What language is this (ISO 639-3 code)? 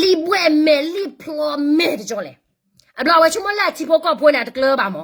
ksw